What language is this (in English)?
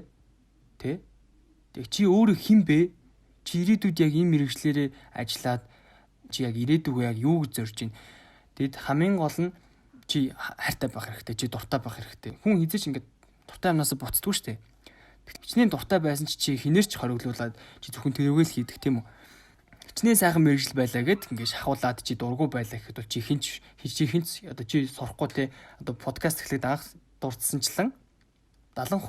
Mongolian